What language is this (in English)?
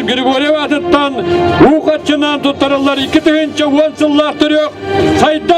Yakut